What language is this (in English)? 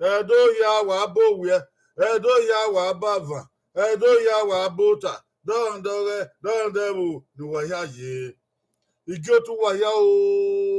Bini